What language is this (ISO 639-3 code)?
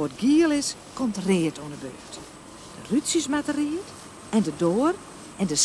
fry